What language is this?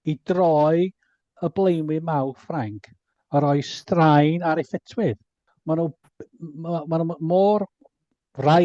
Welsh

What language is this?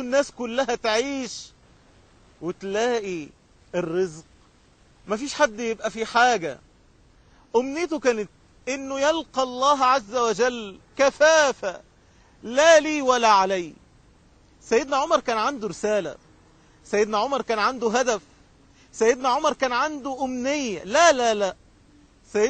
Egyptian Arabic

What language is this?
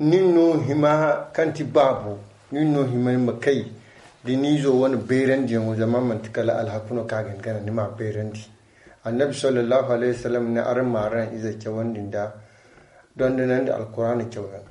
Zarma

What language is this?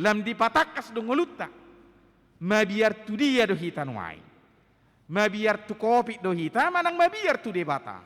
Batak Toba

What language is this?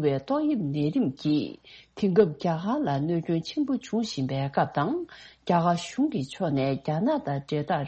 Tibetan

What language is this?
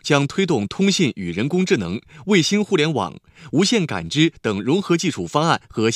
Chinese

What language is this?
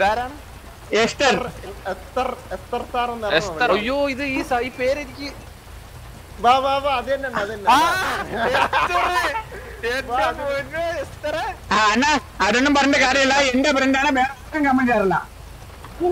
Malayalam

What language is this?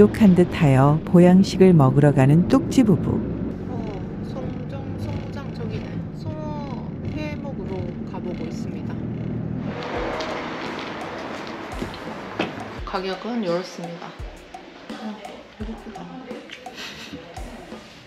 Korean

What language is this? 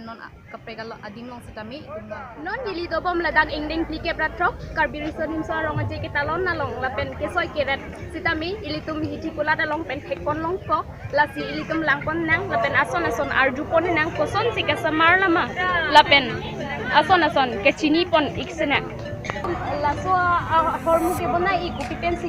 Karbi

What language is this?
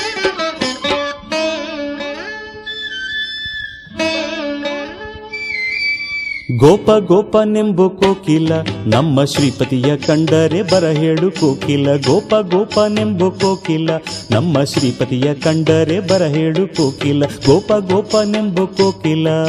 Kannada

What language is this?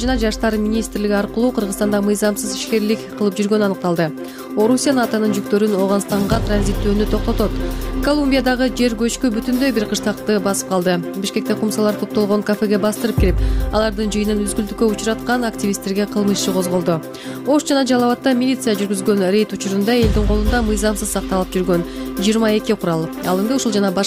Kyrgyz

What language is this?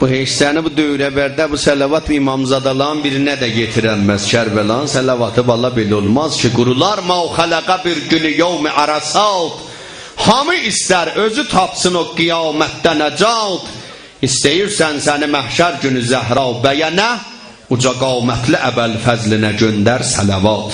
South Azerbaijani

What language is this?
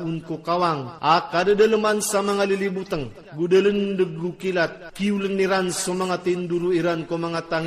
Maranao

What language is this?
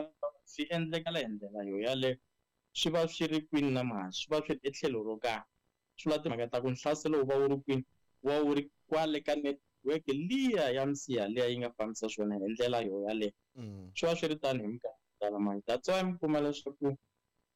Tsonga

